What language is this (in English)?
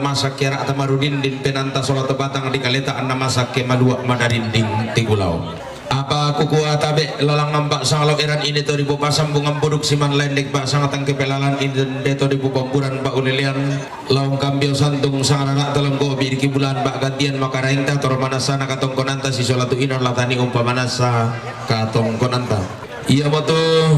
Toraja-Sa'dan